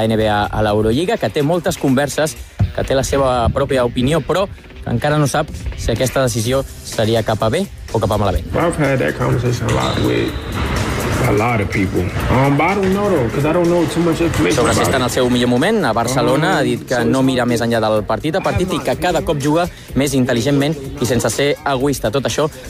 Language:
Catalan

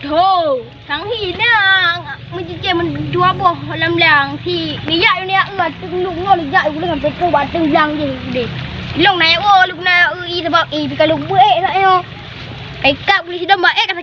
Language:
Achinese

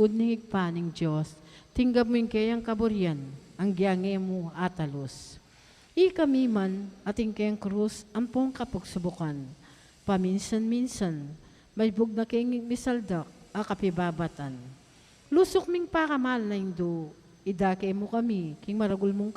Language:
Pampanga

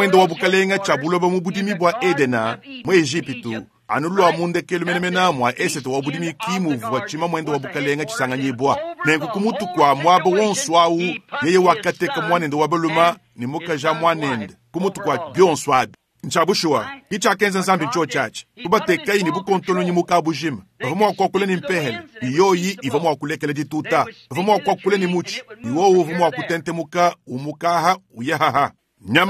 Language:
Luba-Lulua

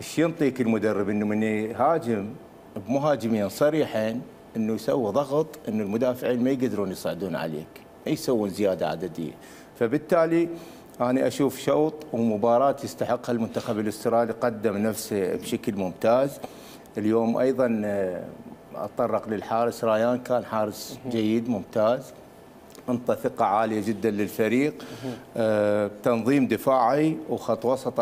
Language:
Mesopotamian Arabic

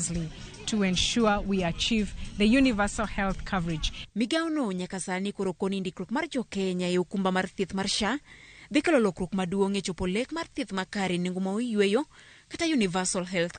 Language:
Luo (Kenya and Tanzania)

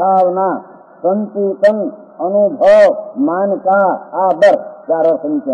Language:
Hindi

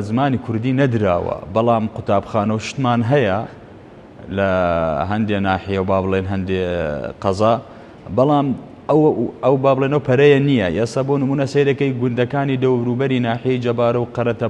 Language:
Central Kurdish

